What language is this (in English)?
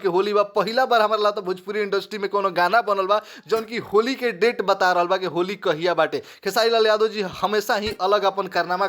Bhojpuri